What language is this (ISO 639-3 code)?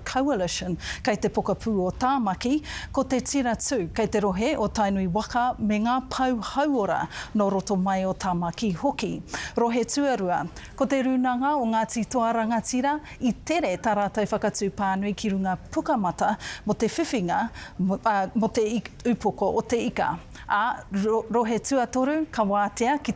mri